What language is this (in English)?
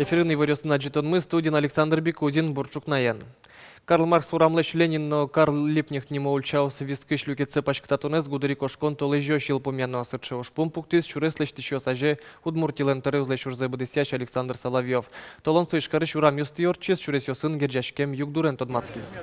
Udmurt